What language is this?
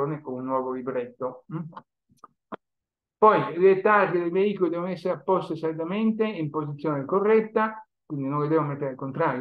Italian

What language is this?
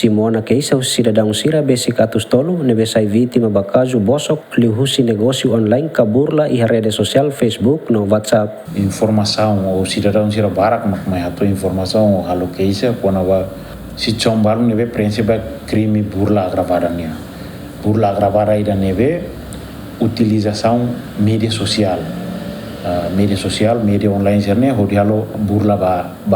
Tetum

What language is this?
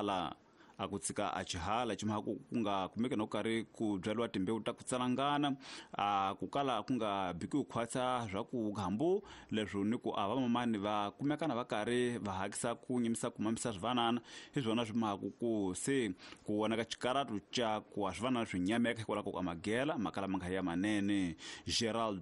Tsonga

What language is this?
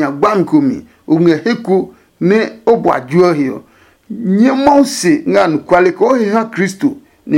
Adangme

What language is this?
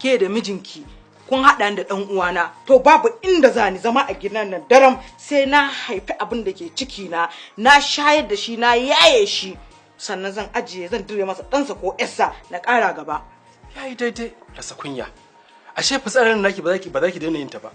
Hausa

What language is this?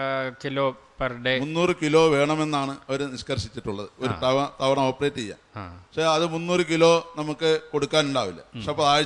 Malayalam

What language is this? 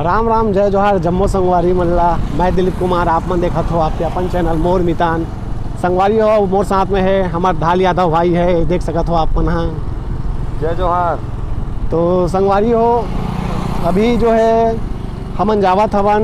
Chhattisgarhi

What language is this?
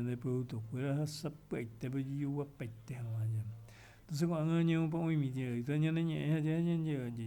Guarani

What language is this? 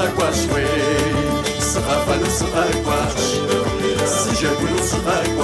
Kabardian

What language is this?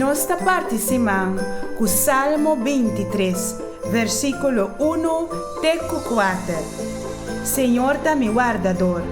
Papiamento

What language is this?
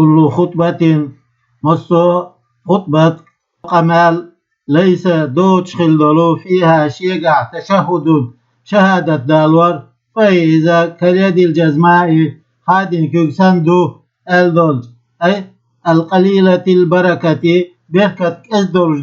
Chechen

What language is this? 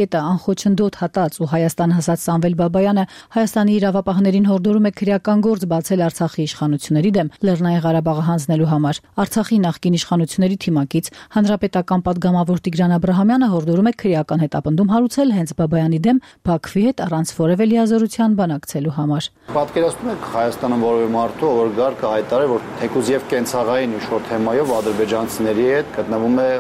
Armenian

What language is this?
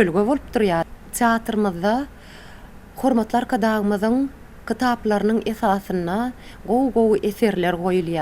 Turkmen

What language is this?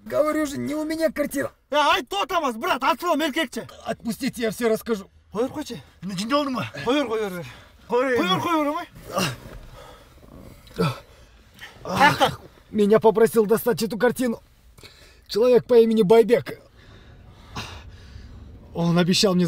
Kyrgyz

